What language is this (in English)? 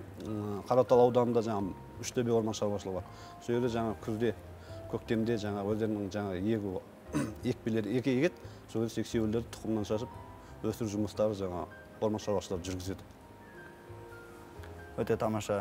Kazakh